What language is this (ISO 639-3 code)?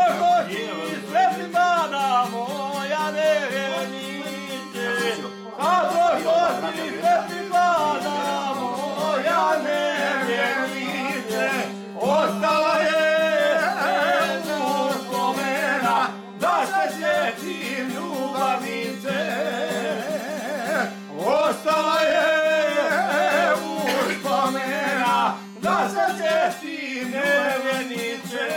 hrv